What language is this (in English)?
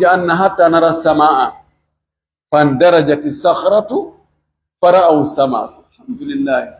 Pular